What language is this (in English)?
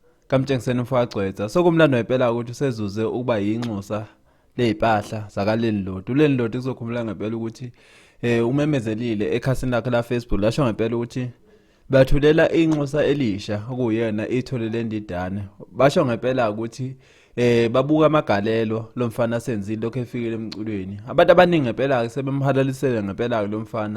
Zulu